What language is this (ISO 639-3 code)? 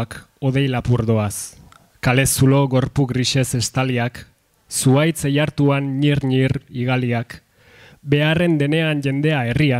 eus